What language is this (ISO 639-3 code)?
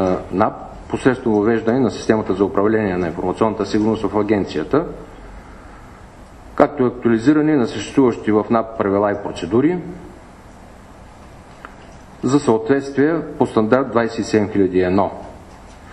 bul